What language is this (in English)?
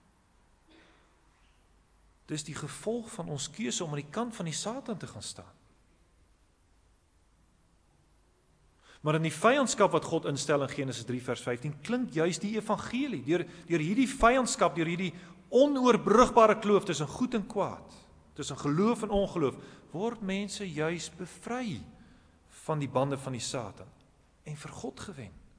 Afrikaans